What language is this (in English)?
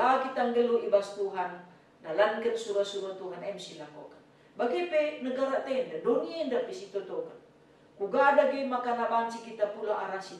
Batak Karo